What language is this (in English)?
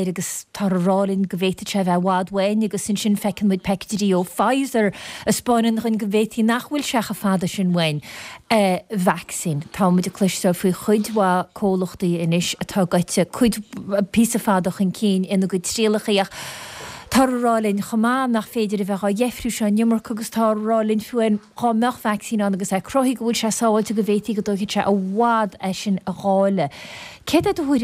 Irish